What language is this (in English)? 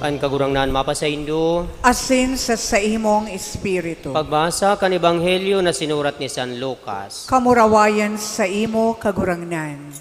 Bikol